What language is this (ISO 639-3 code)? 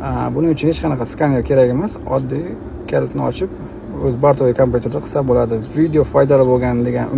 uzb